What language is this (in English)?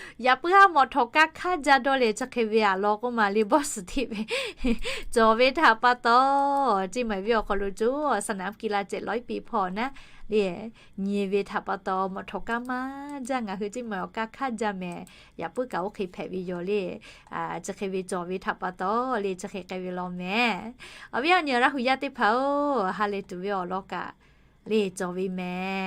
Lahu